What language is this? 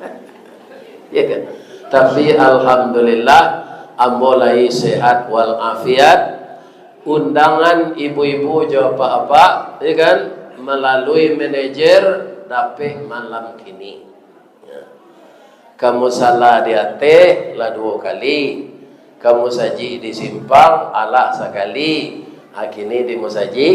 Minangkabau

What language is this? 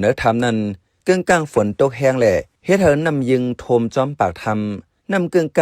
Shan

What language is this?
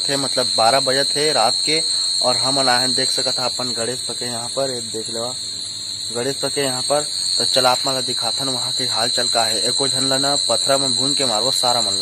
Chhattisgarhi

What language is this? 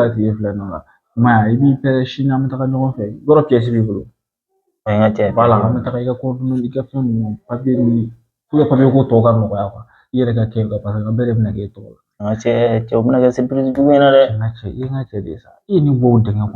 Bambara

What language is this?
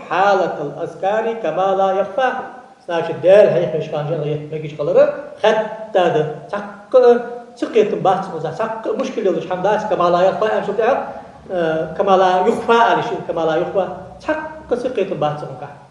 Ingush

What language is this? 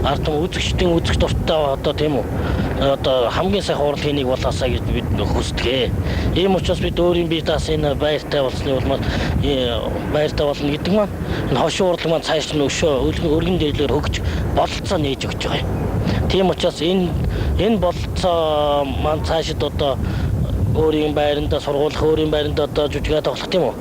Mongolian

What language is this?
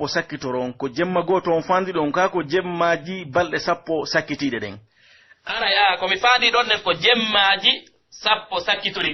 Pular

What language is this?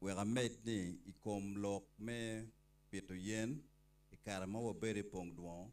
Acoli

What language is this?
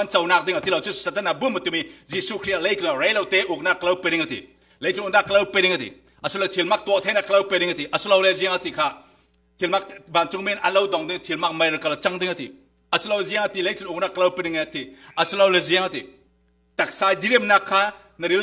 Falam Chin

